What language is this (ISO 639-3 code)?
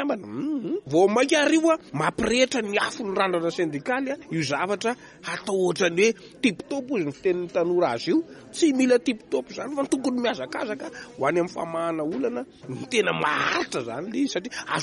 mlg